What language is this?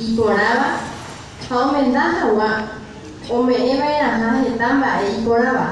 Guarani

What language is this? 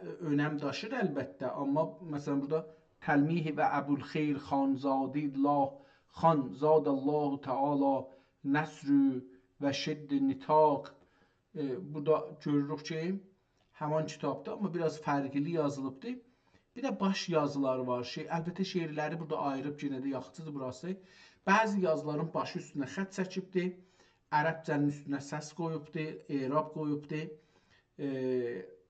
South Azerbaijani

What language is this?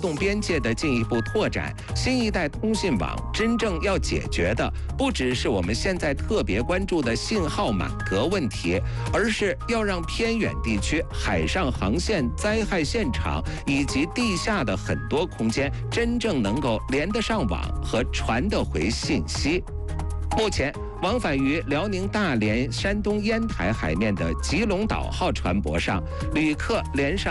Chinese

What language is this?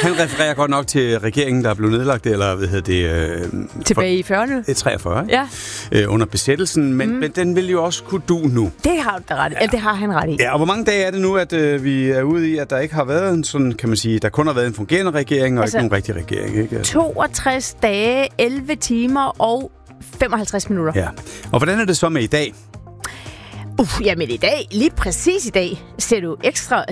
Danish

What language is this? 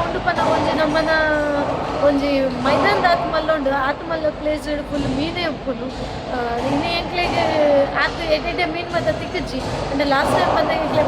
Tulu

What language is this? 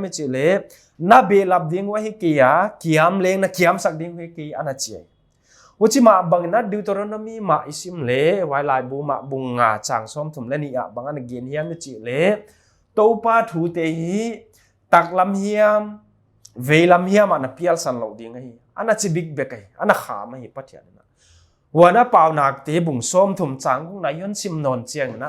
Paite Chin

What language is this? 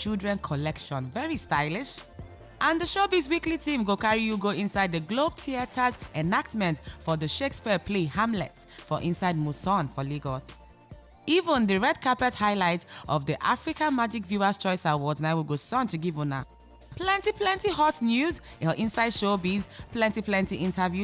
Nigerian Pidgin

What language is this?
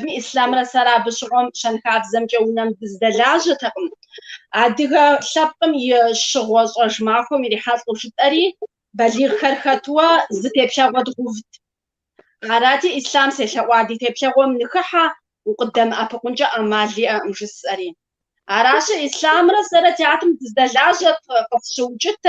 Kabardian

